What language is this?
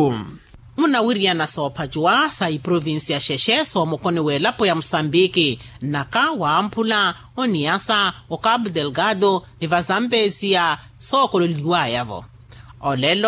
Makhuwa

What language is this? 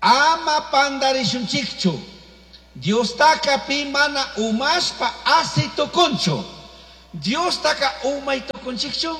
Chimborazo Highland Quichua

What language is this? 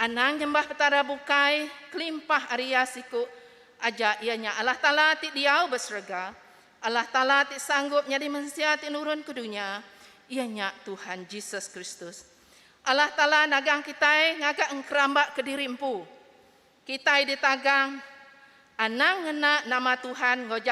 Iban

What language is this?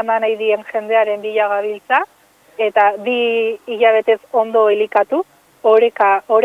Basque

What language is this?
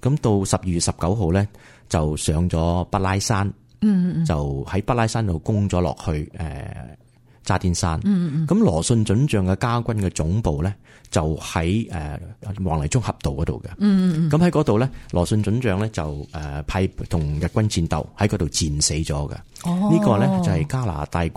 Cantonese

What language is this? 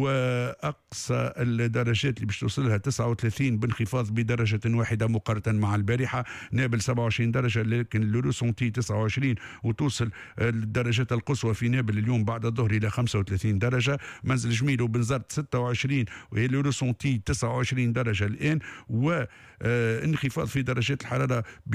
Tunisian Arabic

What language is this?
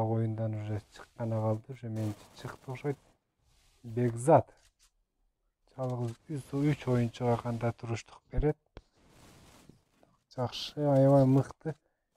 Kyrgyz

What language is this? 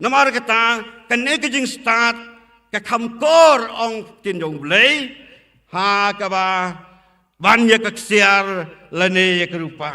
Khasi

